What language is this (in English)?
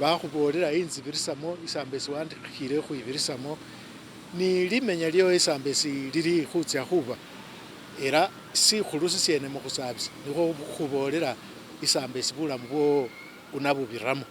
Masaaba